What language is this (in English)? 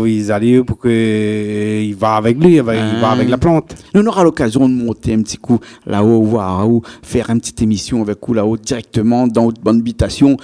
Réunion Creole French